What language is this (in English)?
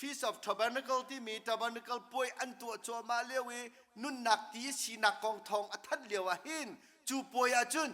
Hakha Chin